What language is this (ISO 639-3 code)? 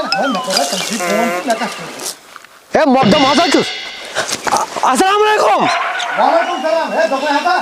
kas